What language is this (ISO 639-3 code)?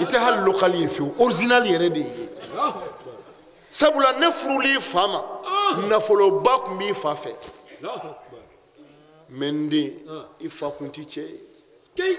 bam